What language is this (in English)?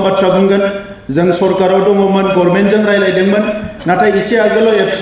Bodo